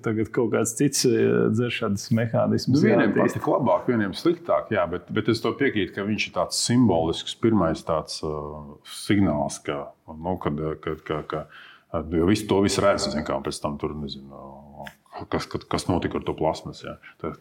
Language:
Latvian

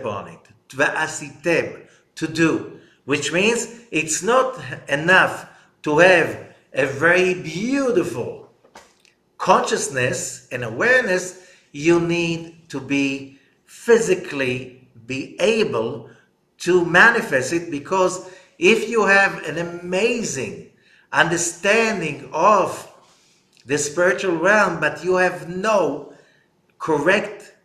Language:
English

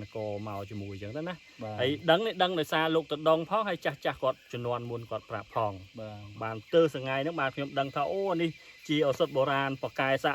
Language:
Khmer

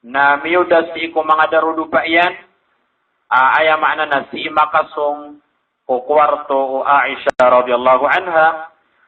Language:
Maranao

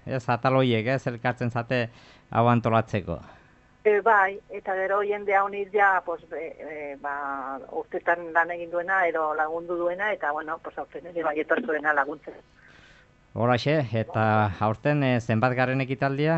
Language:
Basque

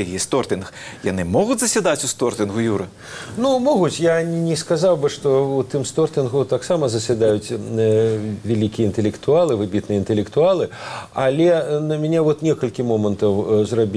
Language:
Belarusian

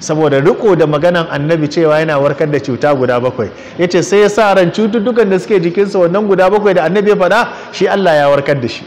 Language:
Hausa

